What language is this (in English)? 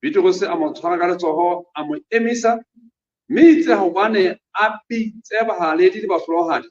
Southern Sotho